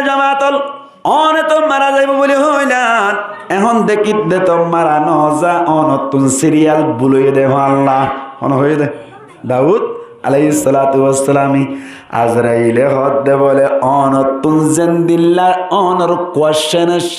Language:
Rohingya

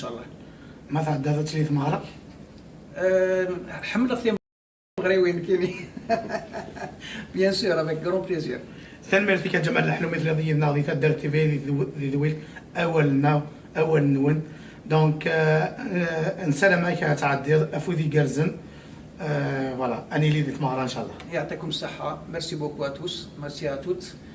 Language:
Kabyle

